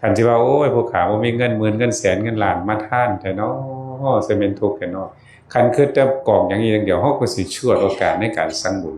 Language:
Northeastern Thai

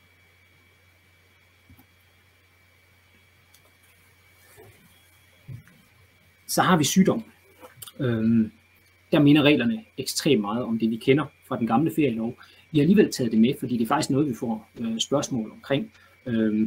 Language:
Danish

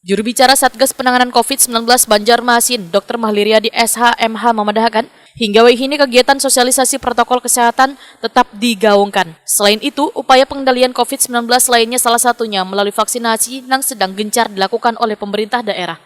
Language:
Banjar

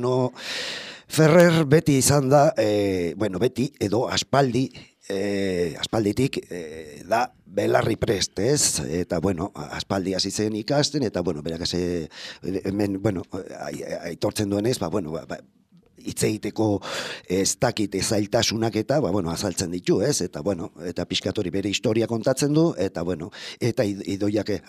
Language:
Basque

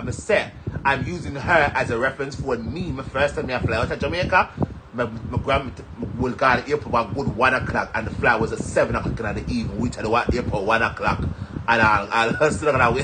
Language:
Jamaican Creole English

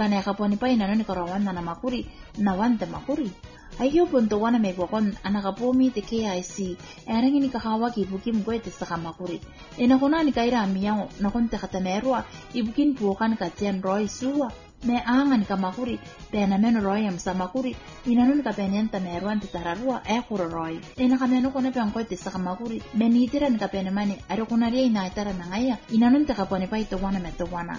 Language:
Gilbertese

